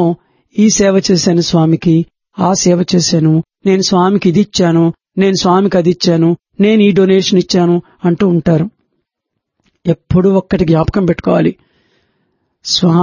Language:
Telugu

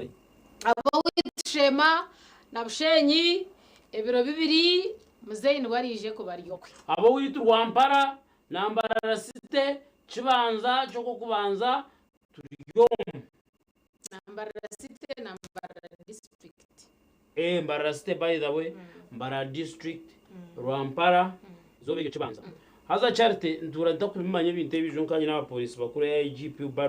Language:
Nyankole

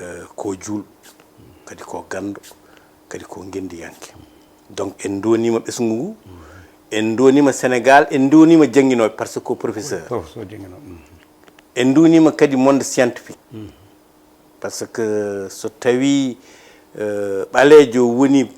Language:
Fula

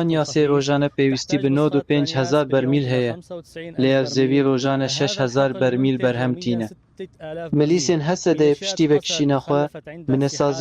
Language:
Kurdish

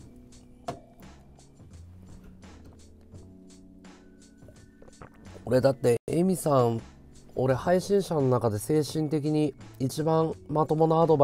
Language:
Japanese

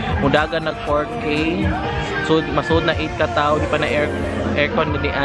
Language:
Cebuano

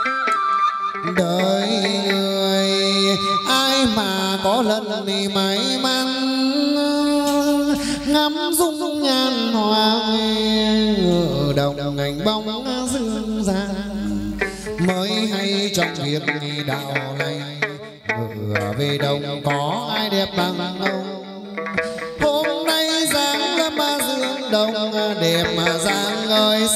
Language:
Vietnamese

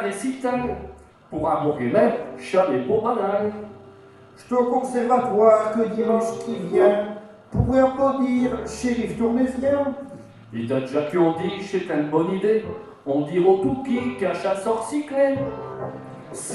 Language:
Picard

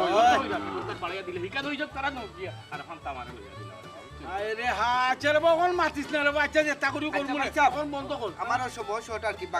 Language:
Sylheti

